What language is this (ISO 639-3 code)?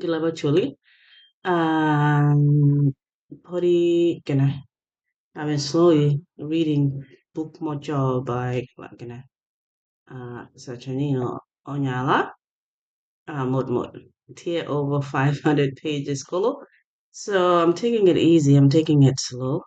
ach